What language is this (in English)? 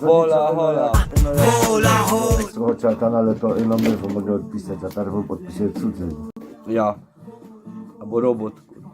Silesian